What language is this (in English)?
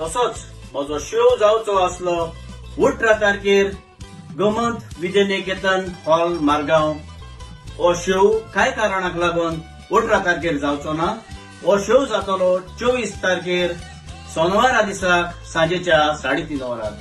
Konkani